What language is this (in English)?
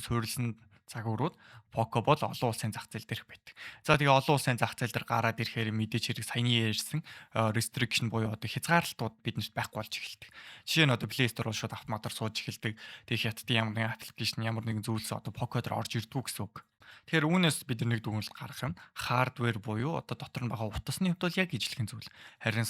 Mongolian